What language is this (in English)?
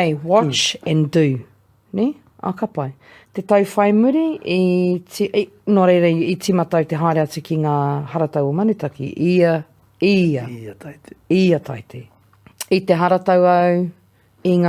Māori